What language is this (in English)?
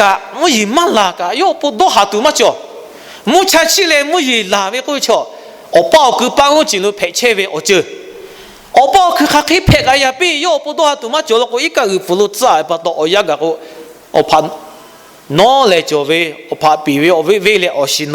Lahu